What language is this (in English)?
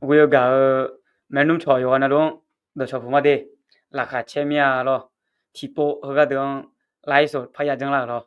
Akha